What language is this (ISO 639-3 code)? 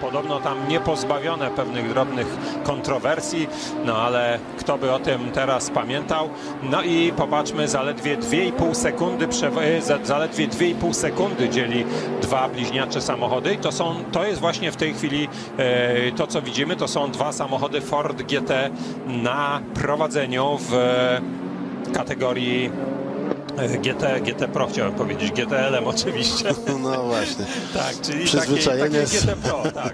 pol